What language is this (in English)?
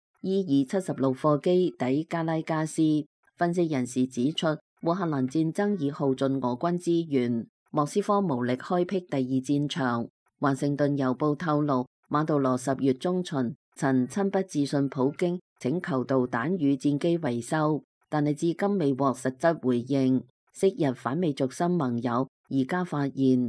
Cantonese